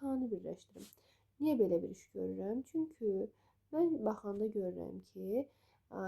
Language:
Azerbaijani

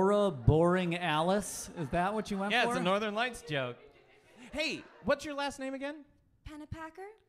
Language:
English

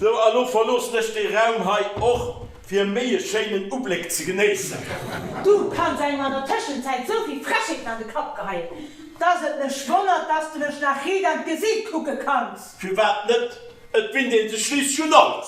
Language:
Luxembourgish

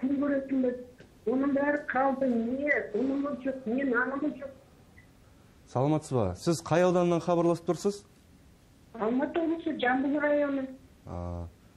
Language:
Kazakh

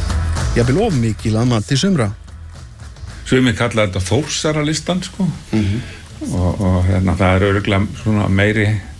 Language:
Icelandic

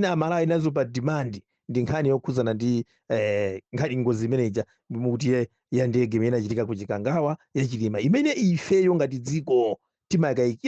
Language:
Nyanja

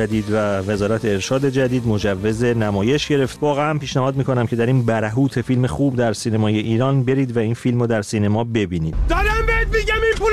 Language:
Persian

